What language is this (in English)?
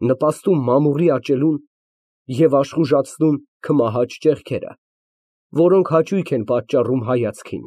Armenian